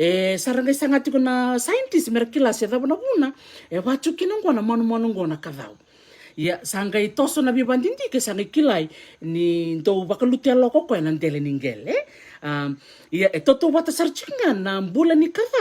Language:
Fijian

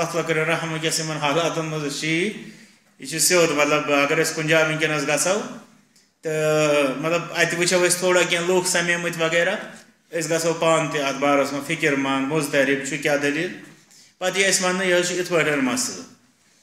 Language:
Kashmiri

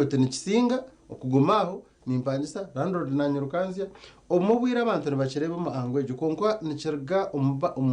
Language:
Nyankole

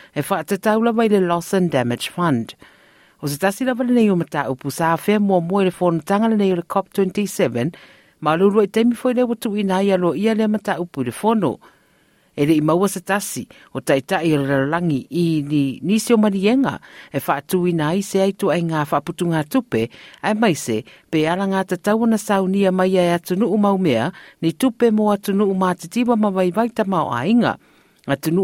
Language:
Samoan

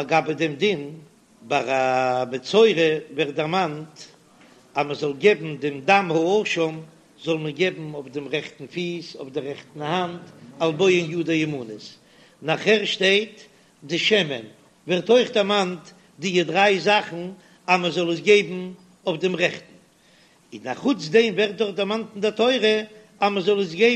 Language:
Yiddish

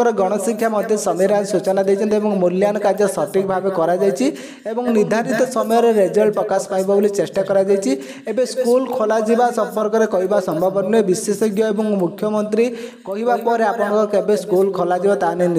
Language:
Odia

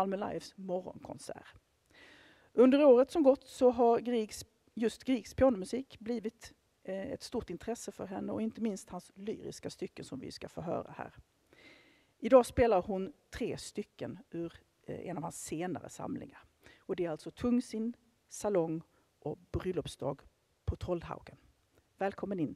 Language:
Swedish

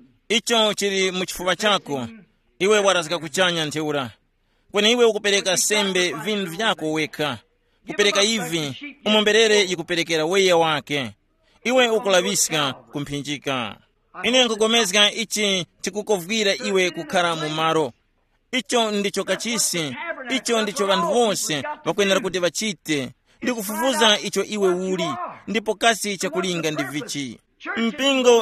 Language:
Tumbuka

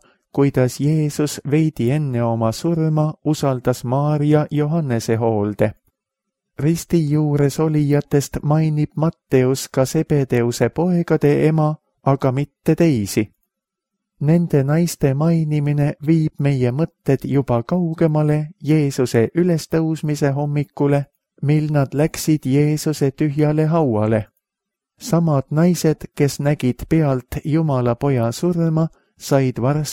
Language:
Estonian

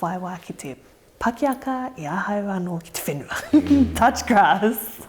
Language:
Māori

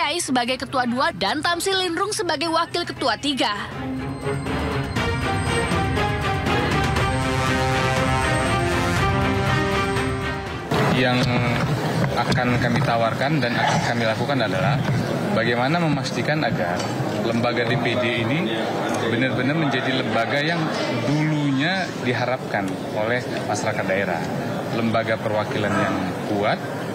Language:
Indonesian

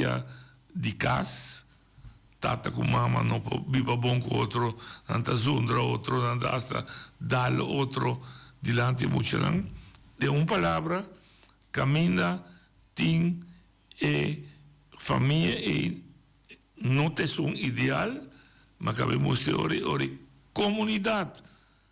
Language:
Papiamento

